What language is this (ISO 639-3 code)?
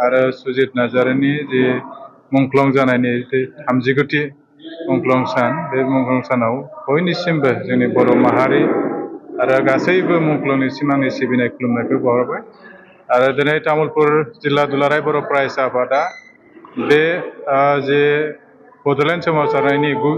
brx